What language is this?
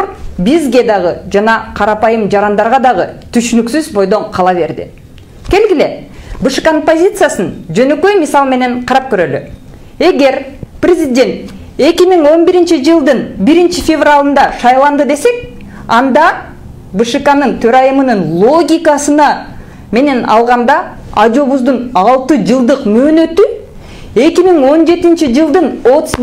Kyrgyz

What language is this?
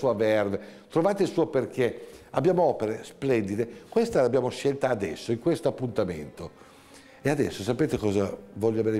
Italian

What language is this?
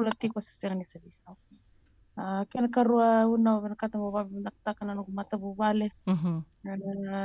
Fijian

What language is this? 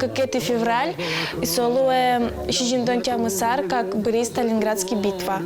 Udmurt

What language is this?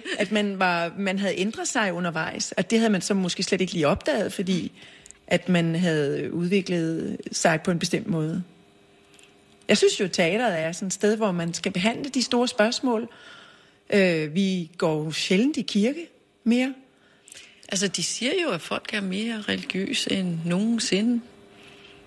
Danish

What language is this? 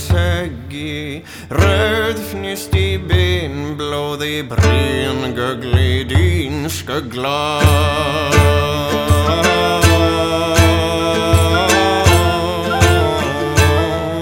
Icelandic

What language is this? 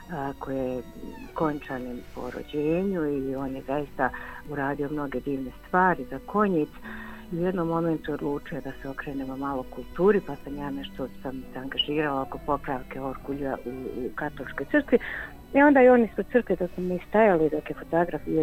Bosnian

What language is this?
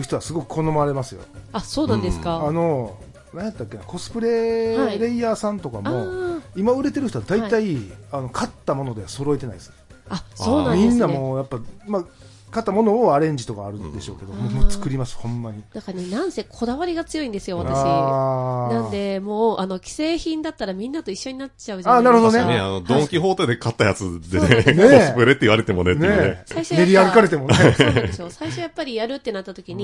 Japanese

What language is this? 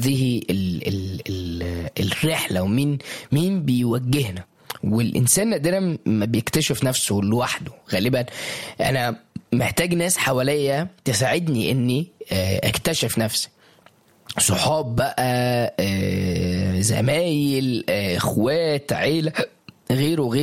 Egyptian Arabic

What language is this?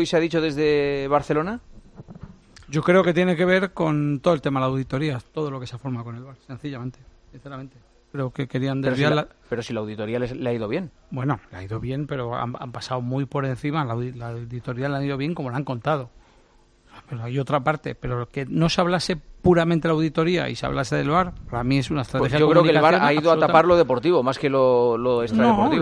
Spanish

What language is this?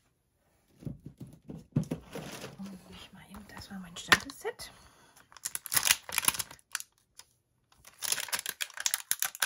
German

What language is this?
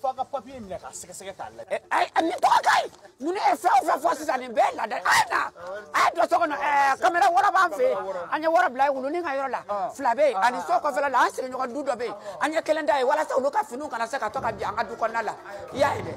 Bambara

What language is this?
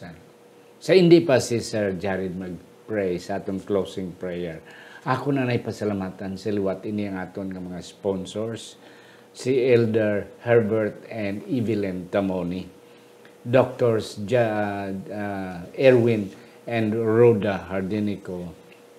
Hiligaynon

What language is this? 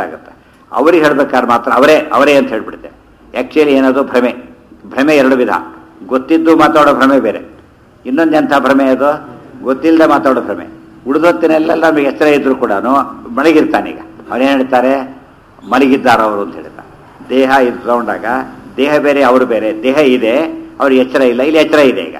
Kannada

